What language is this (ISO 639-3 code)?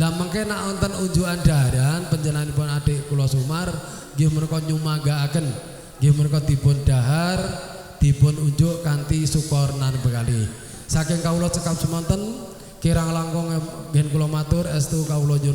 jav